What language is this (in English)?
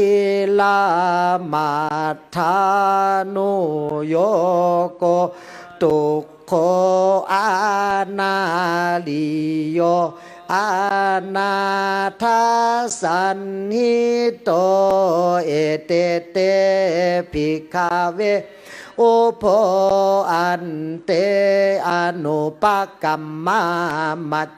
Pali